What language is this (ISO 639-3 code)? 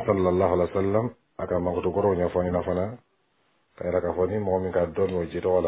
bam